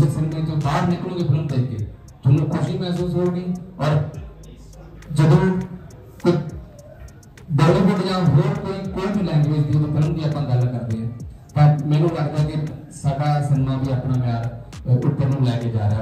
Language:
Punjabi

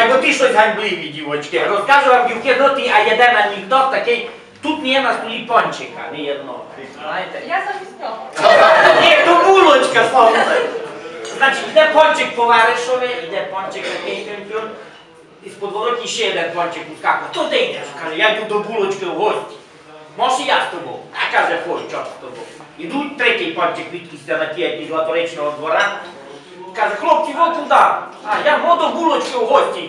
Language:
Rusyn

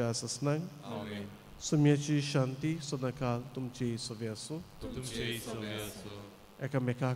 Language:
Konkani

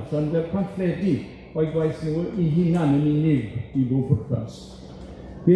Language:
Welsh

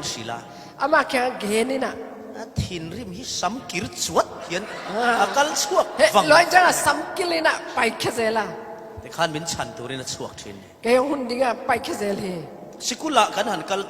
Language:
Falam Chin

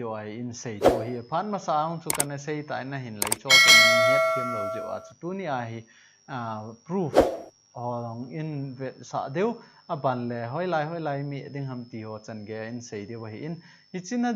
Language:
Thado Chin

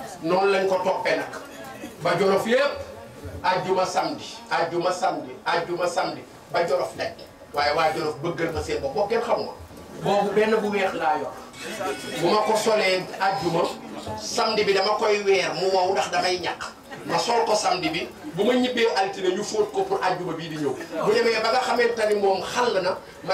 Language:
Wolof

